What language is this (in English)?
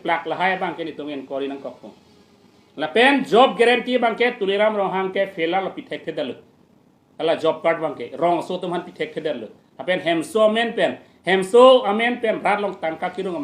Karbi